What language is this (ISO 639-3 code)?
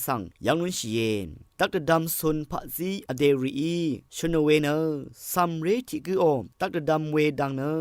raw